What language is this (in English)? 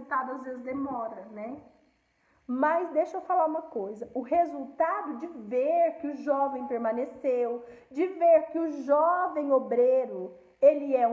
Portuguese